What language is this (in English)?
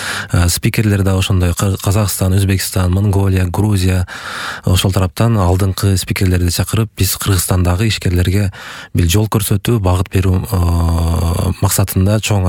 Kyrgyz